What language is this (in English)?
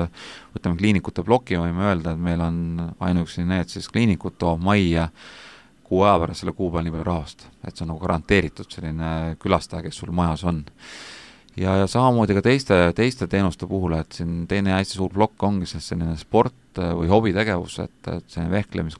Estonian